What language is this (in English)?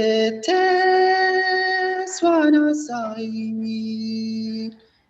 Kalenjin